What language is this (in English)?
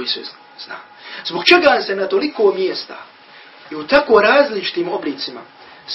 Bosnian